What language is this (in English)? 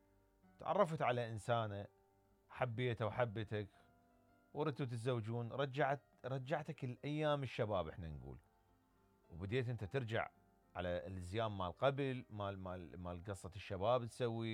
Mesopotamian Arabic